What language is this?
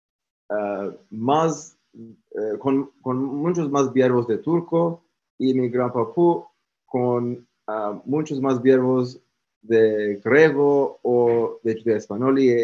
Ladino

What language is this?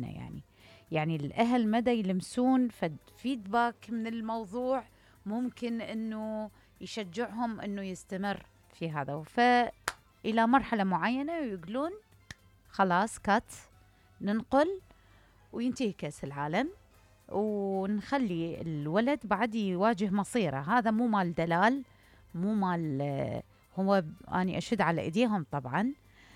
Mesopotamian Arabic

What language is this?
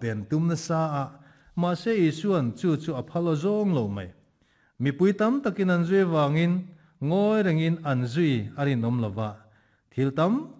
Mizo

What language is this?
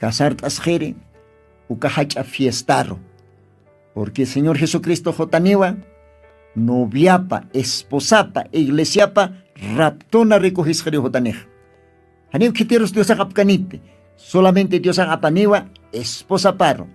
Aymara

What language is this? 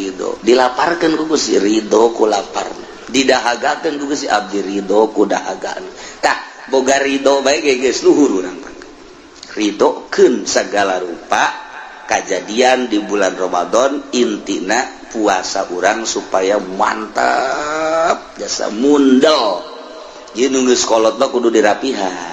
Sundanese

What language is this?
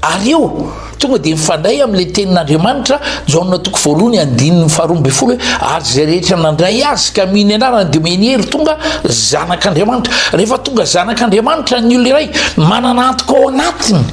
Malagasy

